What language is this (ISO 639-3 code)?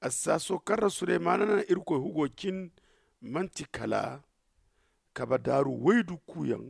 dje